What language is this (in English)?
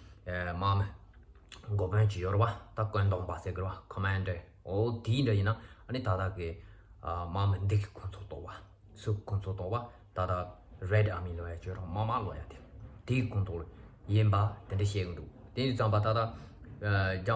Tibetan